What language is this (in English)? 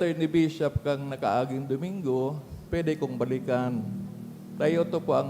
Bikol